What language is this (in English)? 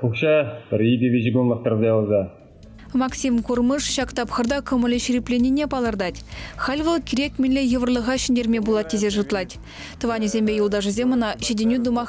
Chuvash